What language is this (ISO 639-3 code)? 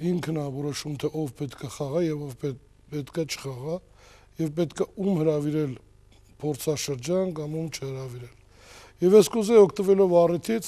hye